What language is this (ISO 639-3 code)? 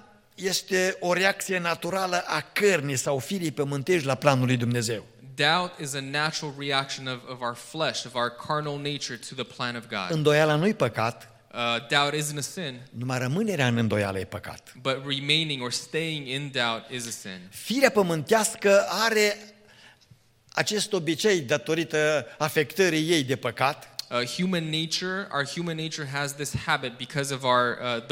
ron